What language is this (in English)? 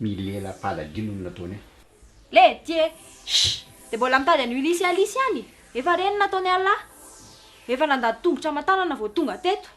Malagasy